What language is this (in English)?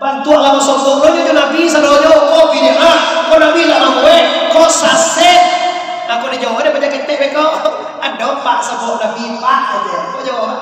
Minangkabau